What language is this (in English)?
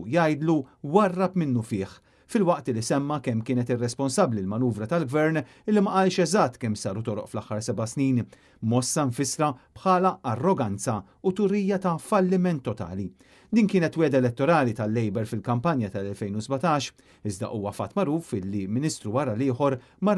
Maltese